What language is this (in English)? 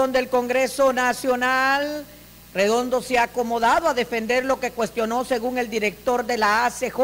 Spanish